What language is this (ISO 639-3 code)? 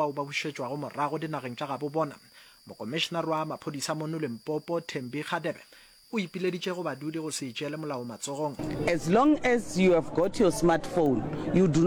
nso